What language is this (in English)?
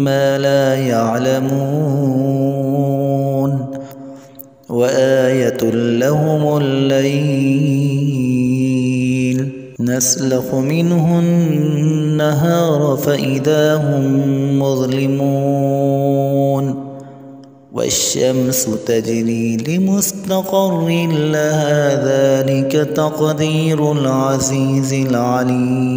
Arabic